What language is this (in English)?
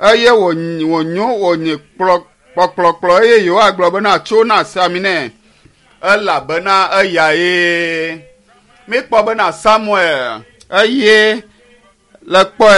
Ewe